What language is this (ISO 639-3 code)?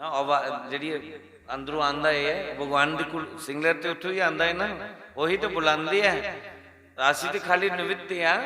doi